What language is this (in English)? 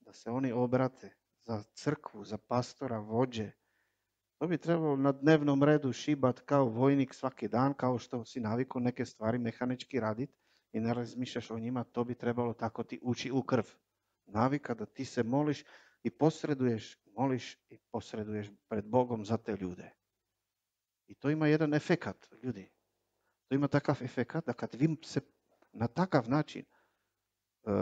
Croatian